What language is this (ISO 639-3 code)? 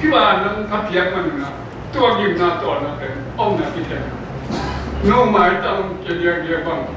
ctd